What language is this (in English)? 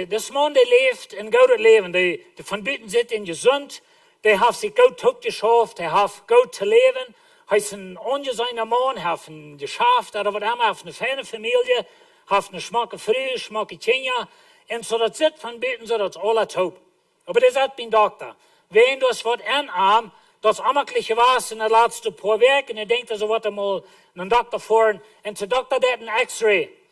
Plautdietsch